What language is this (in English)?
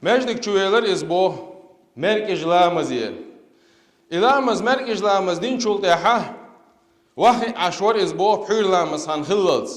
Chechen